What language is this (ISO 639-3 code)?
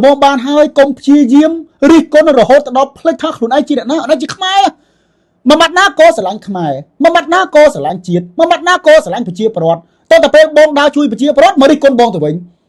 khm